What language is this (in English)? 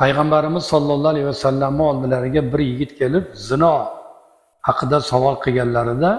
Uzbek